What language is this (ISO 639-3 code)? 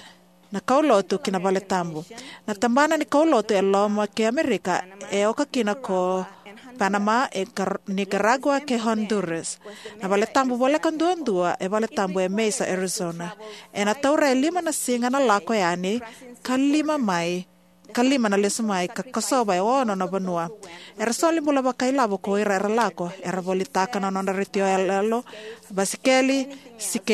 fij